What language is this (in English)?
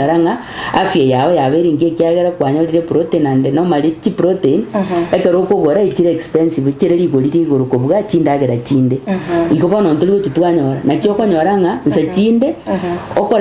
Gusii